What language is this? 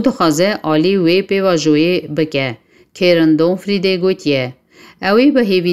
Kurdish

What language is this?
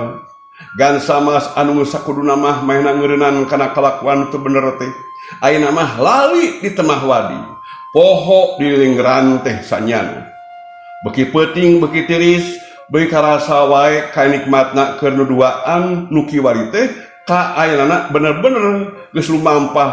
Sundanese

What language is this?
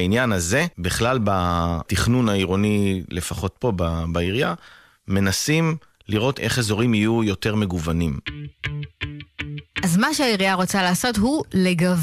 Hebrew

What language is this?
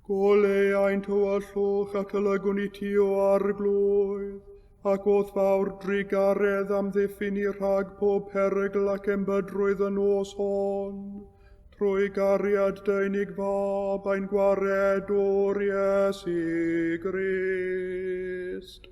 Welsh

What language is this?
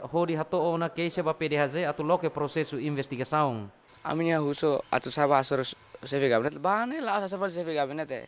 Tetum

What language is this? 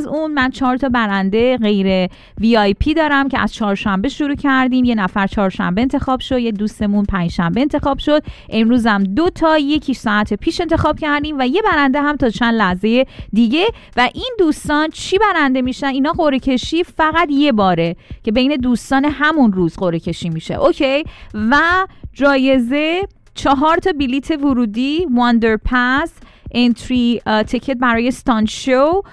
Persian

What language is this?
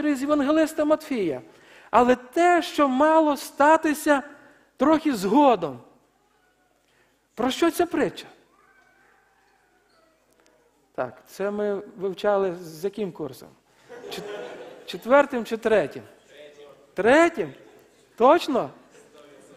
Ukrainian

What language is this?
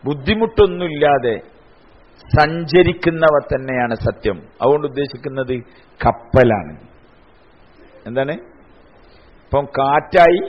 Malayalam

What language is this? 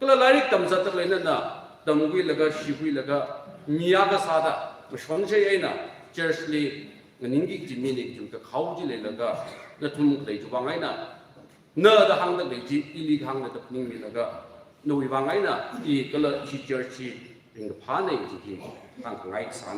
Tangkhul Naga (India)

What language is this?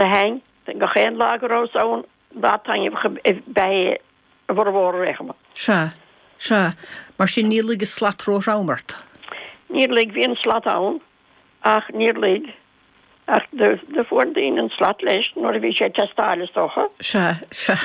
Irish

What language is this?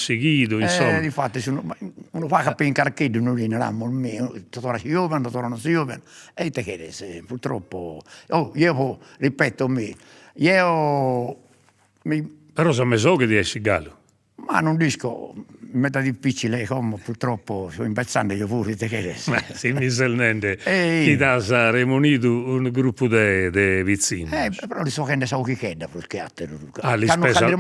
Sardinian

